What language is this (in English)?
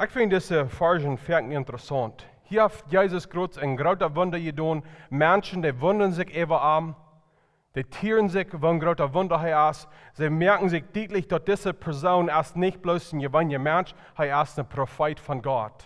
Plautdietsch